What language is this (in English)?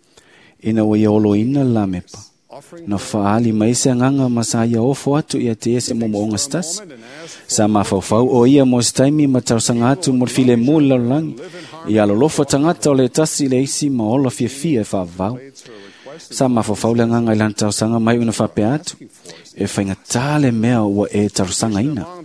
Samoan